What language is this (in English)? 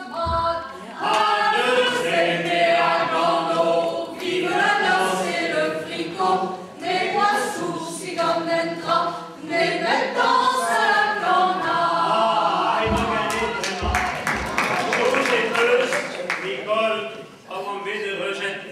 Breton